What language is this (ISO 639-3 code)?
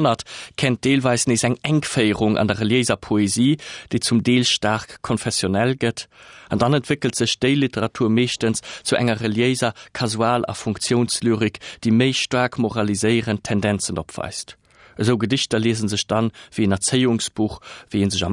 ltz